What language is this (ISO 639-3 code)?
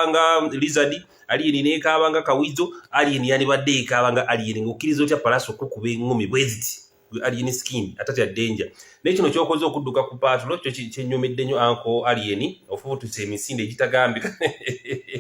lug